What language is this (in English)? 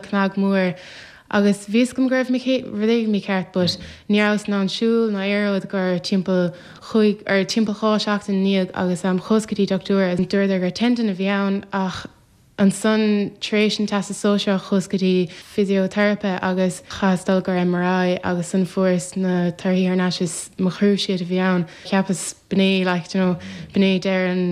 Irish